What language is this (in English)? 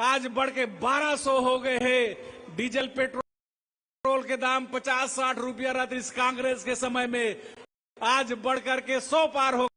Chhattisgarhi